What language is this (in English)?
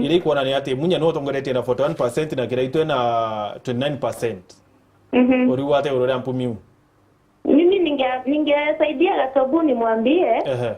Meru